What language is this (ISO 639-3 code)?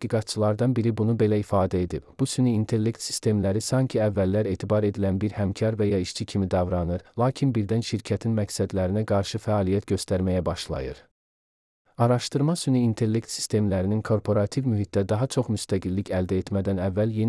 aze